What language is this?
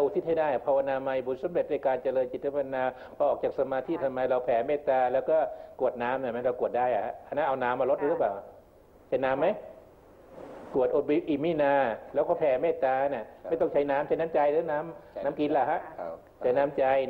Thai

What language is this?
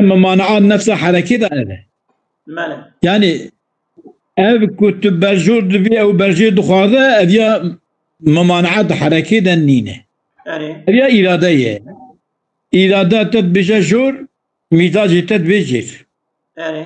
Kurdish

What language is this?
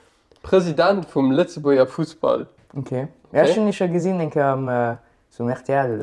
Luxembourgish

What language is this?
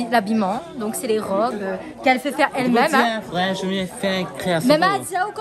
Réunion Creole French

